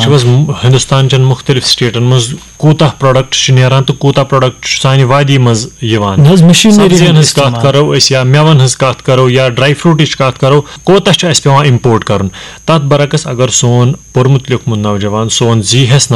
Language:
Kashmiri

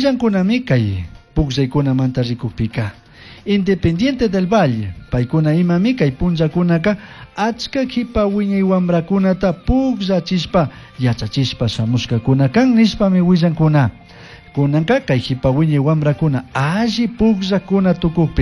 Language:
Chimborazo Highland Quichua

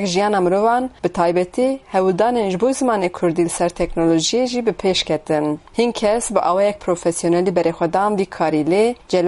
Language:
Kurdish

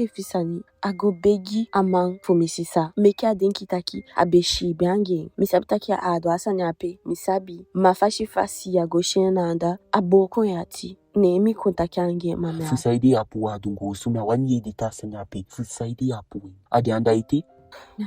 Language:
Eastern Maroon Creole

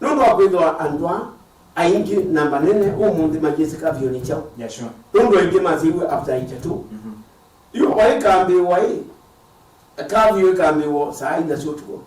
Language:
Kamba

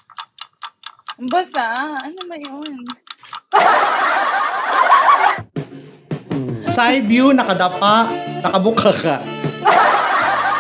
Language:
Filipino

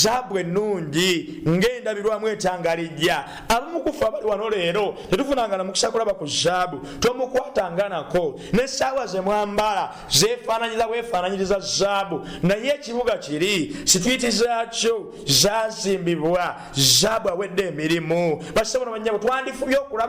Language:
Ganda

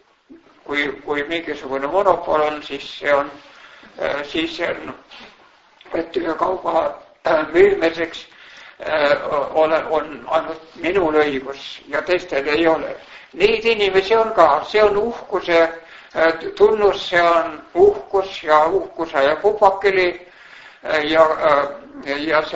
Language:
Estonian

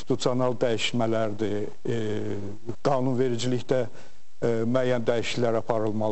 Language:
Azerbaijani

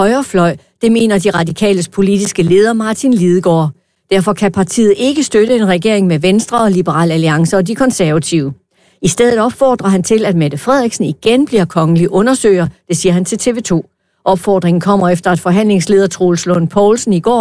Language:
Danish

